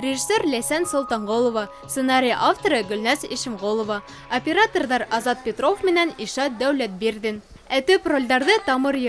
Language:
Bashkir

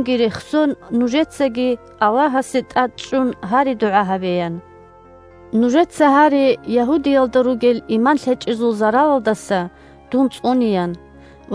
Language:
Avaric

